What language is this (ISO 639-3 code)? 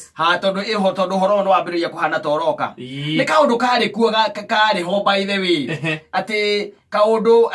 kik